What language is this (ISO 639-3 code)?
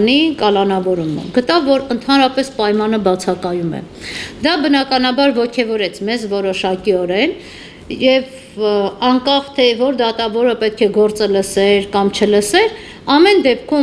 hye